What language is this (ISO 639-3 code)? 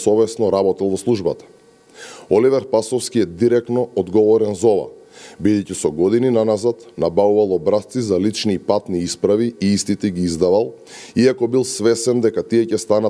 mkd